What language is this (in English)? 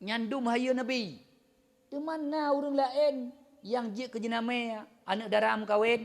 Achinese